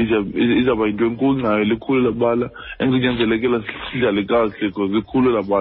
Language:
Xhosa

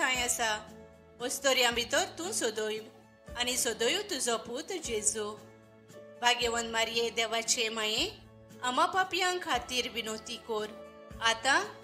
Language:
Konkani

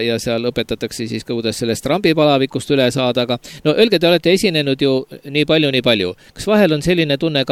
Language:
Estonian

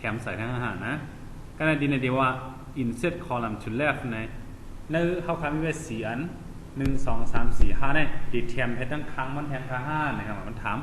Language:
Shan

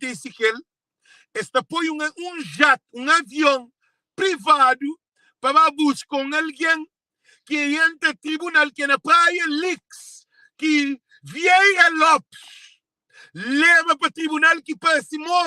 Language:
Kabuverdianu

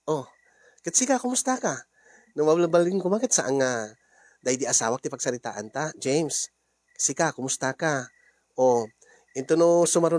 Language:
Iloko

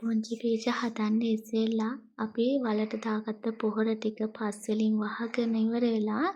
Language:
Sinhala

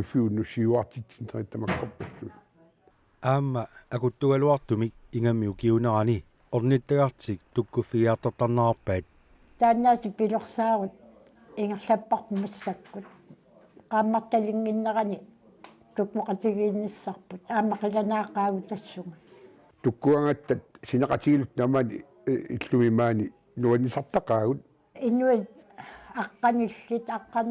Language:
Kalaallisut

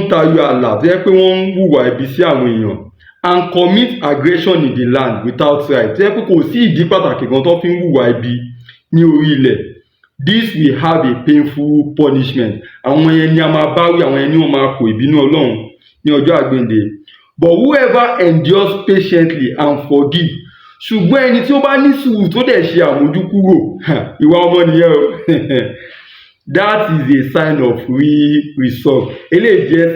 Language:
Yoruba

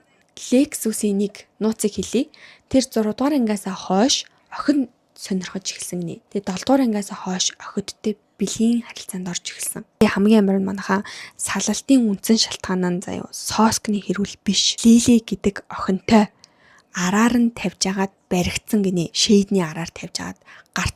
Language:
Mongolian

